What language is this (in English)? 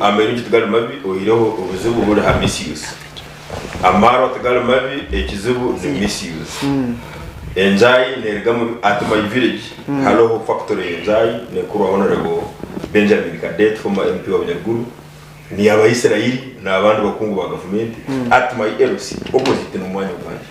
Nyankole